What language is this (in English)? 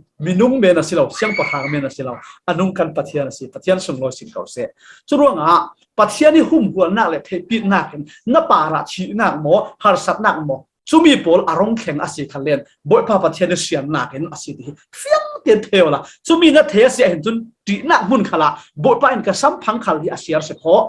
Falam Chin